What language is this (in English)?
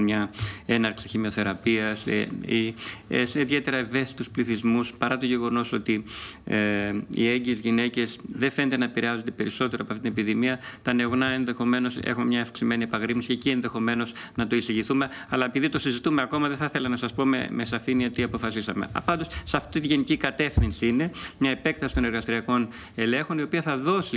Greek